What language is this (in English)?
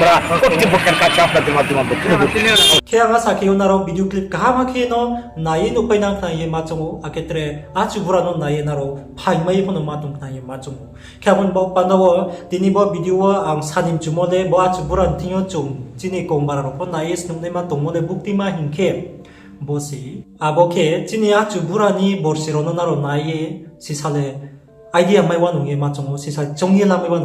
Riang (India)